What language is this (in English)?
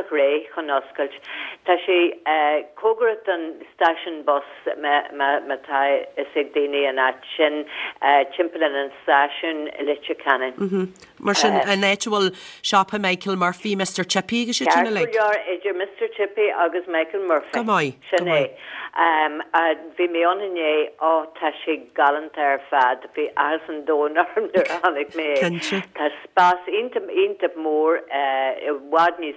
Irish